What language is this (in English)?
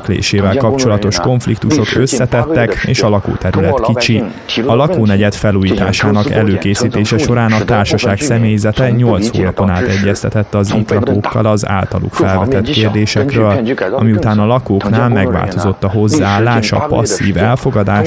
Hungarian